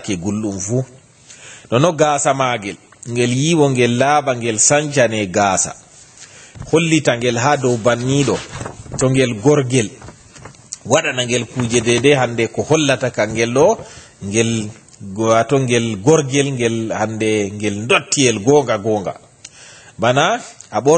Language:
Fula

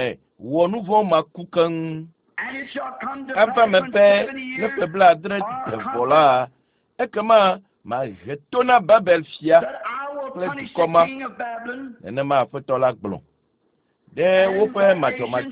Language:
Ewe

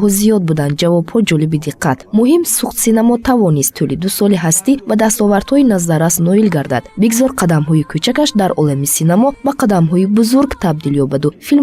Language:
Tajik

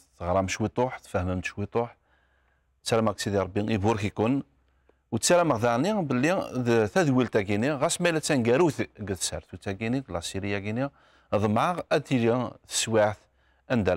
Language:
Kabyle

